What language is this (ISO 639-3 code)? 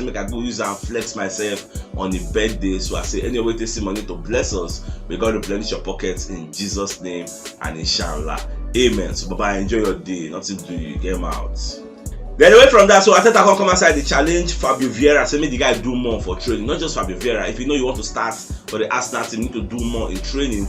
pcm